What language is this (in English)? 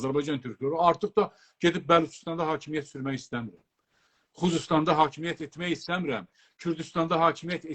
South Azerbaijani